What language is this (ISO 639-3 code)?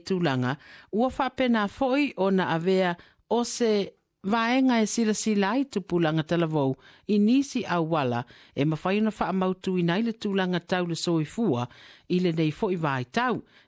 smo